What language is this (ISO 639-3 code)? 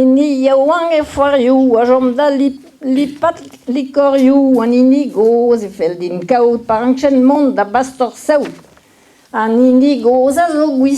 bre